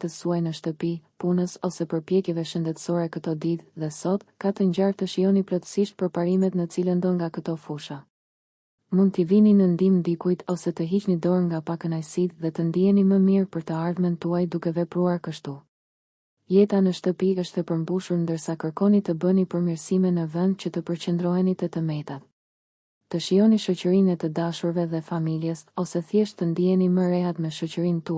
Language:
Albanian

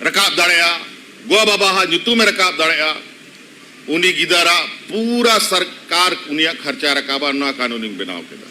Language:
Santali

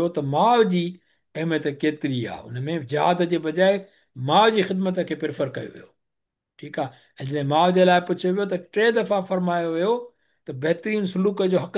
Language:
Sindhi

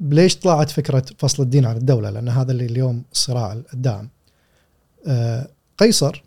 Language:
Gulf Arabic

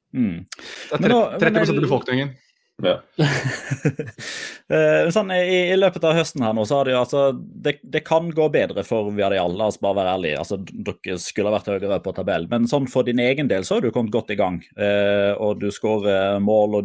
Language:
Norwegian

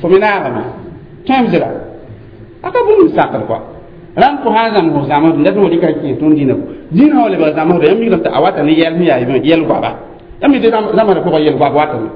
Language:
Mossi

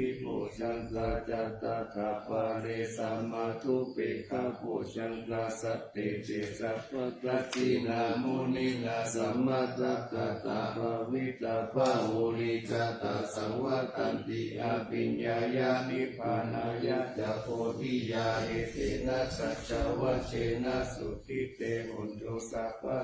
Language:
Pali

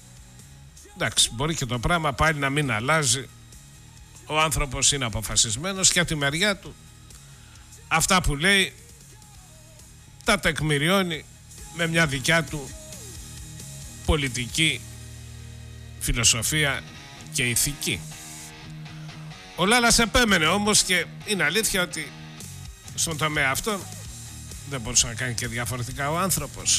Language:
Greek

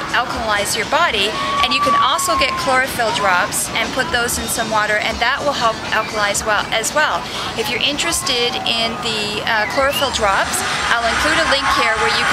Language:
English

